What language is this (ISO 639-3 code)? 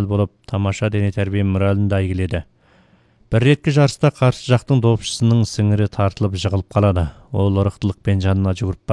kaz